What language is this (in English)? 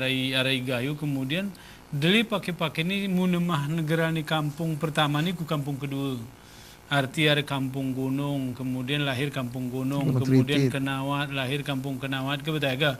Gayo